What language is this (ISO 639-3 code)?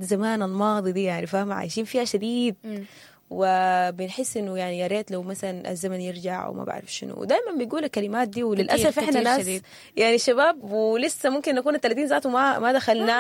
apd